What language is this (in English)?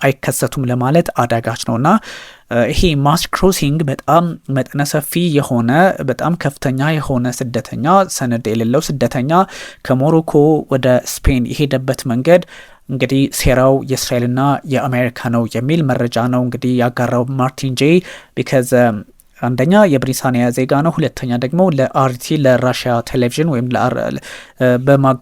Amharic